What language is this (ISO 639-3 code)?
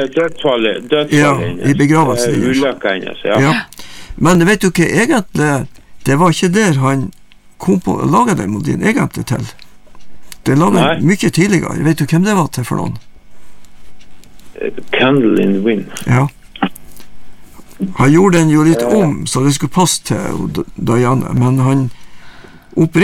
nor